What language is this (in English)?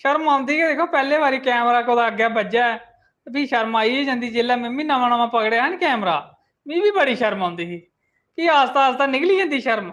Dogri